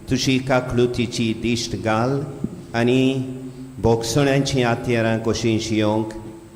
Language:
Konkani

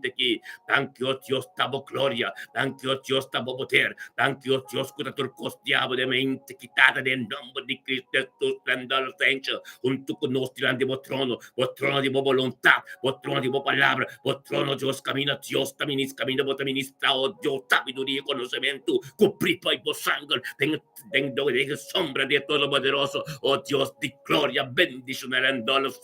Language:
Papiamento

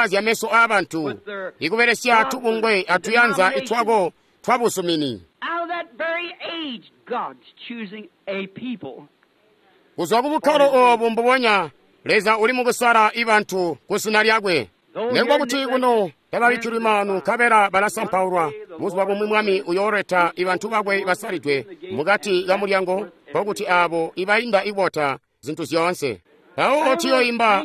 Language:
Tonga (Zambia)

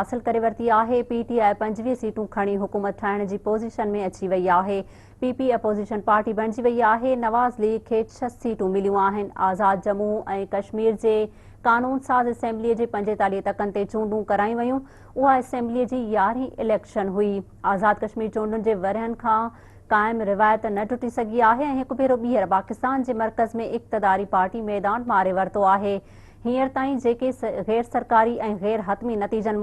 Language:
Sindhi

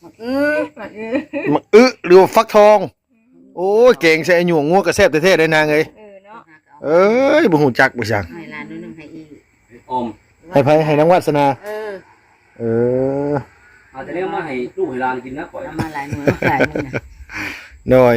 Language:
Northeastern Thai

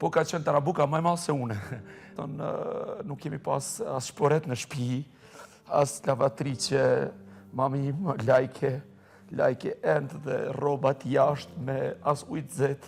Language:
Albanian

